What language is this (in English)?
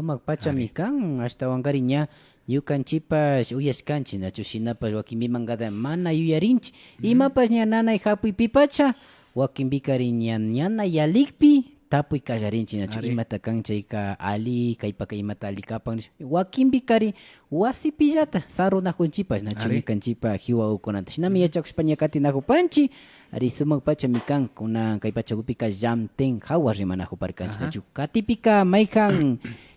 Imbabura Highland Quichua